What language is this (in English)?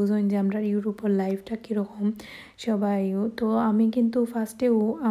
Sylheti